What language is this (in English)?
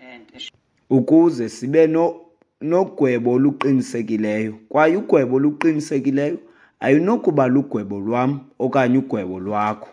Xhosa